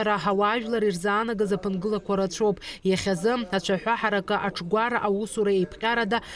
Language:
Abkhazian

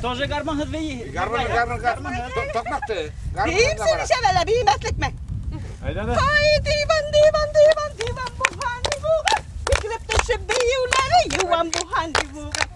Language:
Bashkir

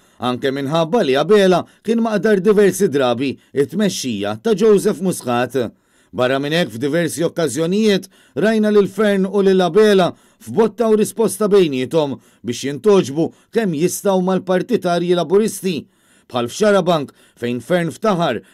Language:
Maltese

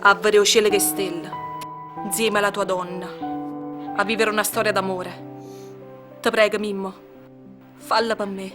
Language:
Neapolitan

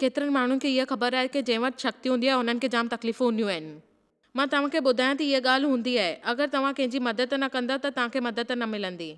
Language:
Sindhi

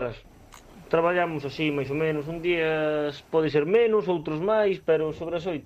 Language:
Galician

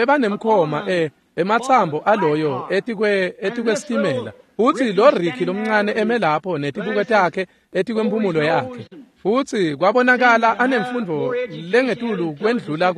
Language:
Swati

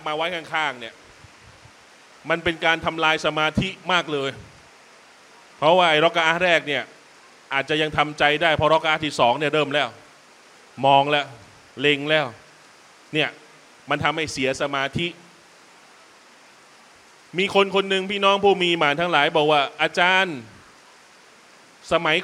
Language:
Thai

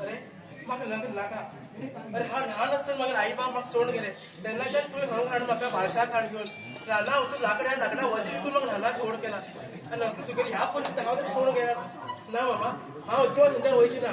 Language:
Konkani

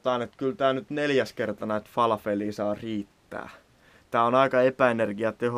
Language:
Finnish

